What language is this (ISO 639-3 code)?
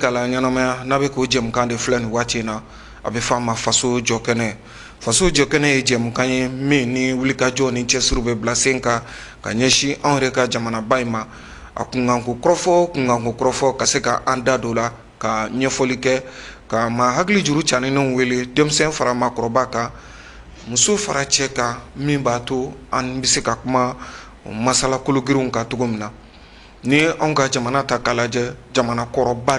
bam